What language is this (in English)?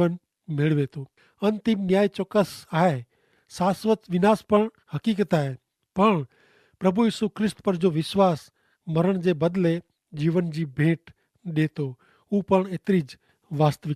Kachhi